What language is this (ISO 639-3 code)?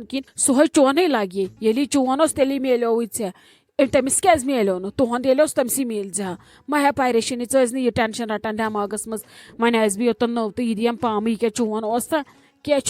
kas